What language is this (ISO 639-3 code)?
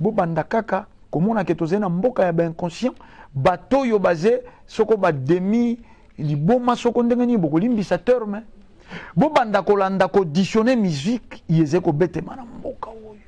lin